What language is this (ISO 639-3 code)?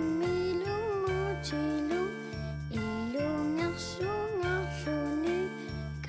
kal